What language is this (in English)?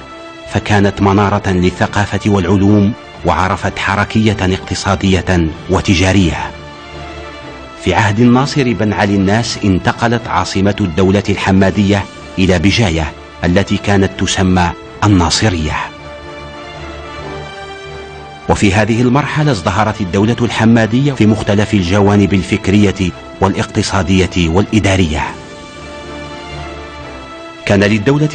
Arabic